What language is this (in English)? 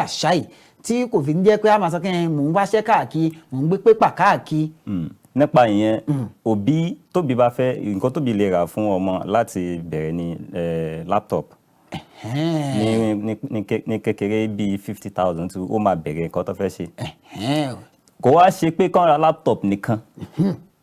Yoruba